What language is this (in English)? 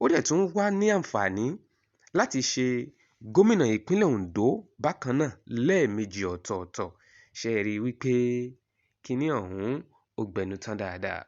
Yoruba